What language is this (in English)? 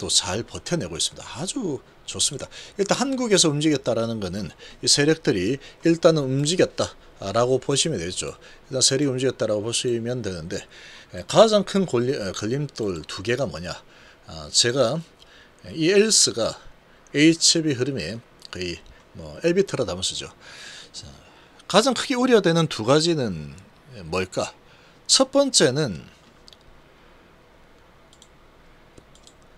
Korean